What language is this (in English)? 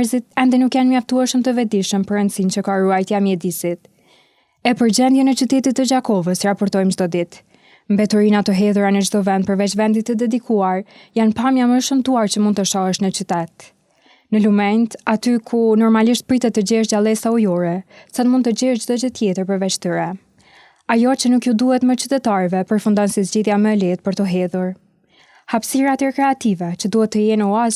Albanian